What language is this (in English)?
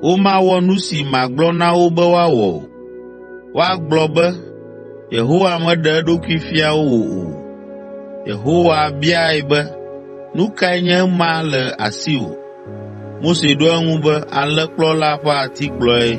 Ewe